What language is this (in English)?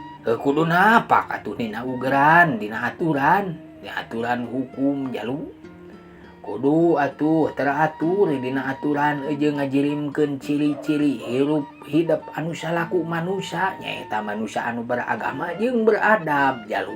Sundanese